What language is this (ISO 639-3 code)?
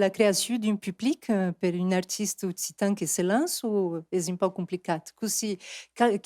oci